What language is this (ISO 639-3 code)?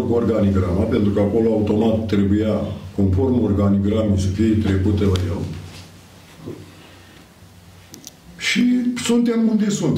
ron